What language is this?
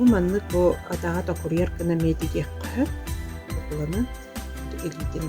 Yakut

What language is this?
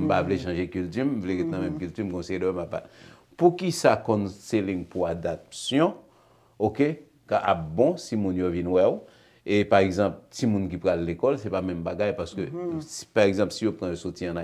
Haitian Creole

